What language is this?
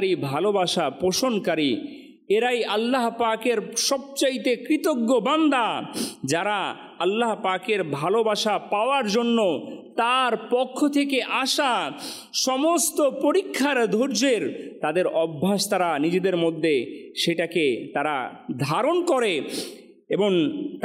Bangla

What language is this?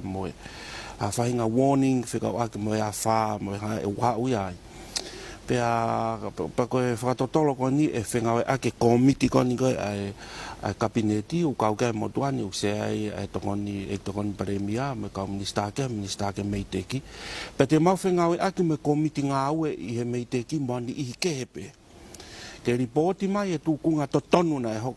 Tongan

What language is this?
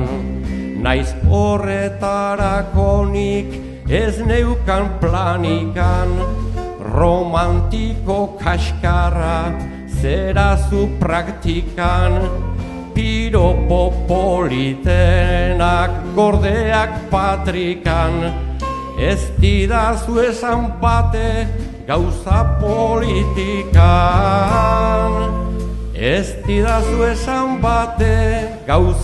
Basque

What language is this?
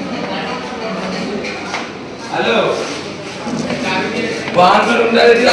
Bangla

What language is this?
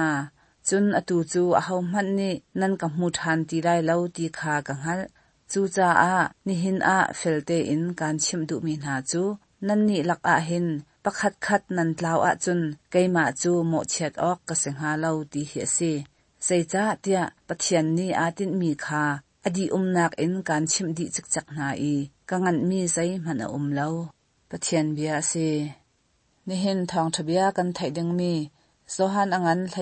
Hakha Chin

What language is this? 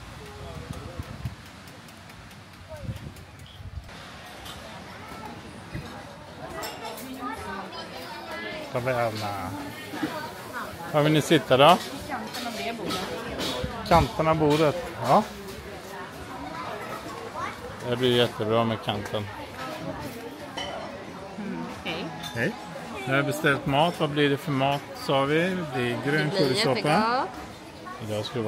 Swedish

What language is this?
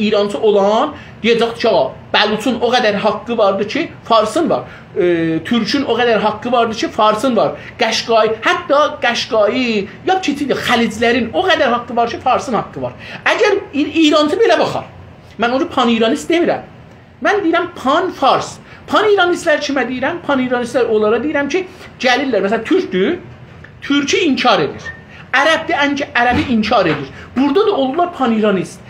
South Azerbaijani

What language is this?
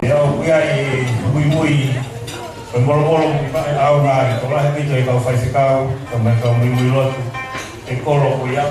Tongan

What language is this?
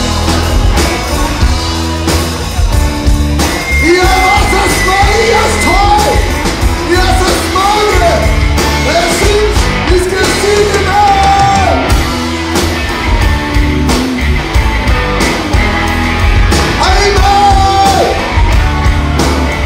Danish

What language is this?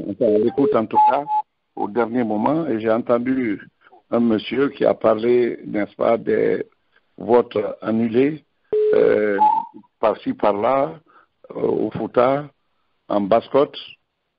French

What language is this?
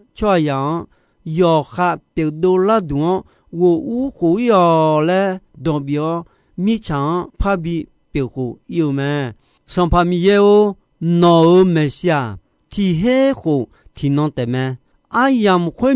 Akha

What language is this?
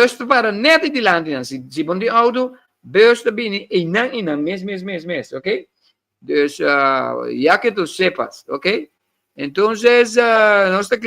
Papiamento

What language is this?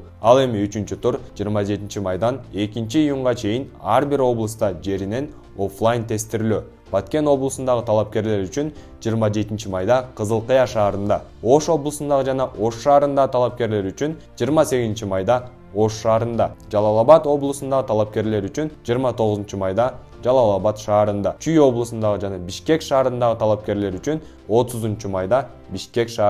Kyrgyz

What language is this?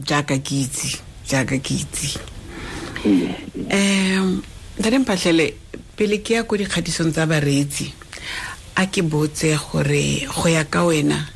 Tswana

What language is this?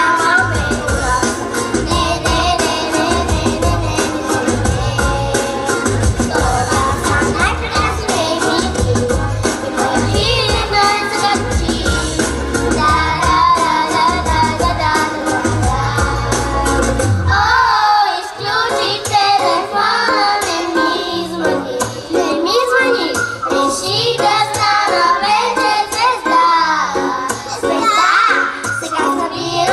Bulgarian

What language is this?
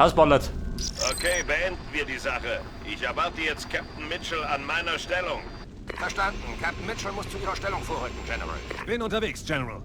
Bavarian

